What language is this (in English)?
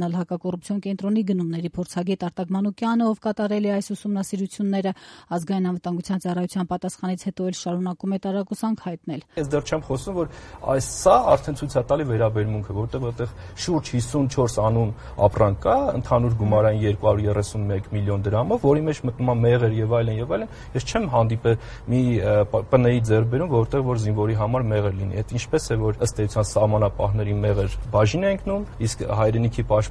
Armenian